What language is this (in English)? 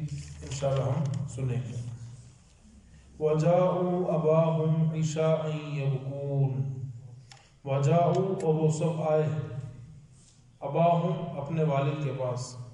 Urdu